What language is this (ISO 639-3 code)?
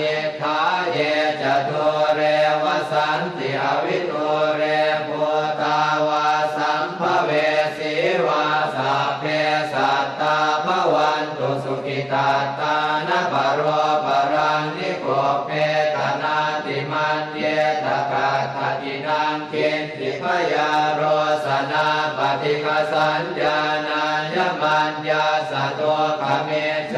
pli